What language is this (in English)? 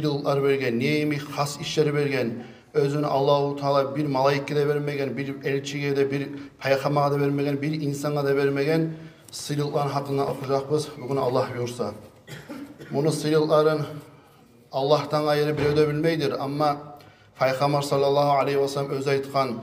Kumyk